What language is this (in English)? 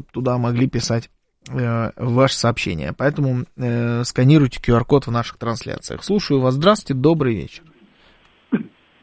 Russian